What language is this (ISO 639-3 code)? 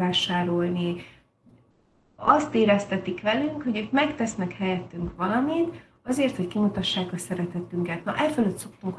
hun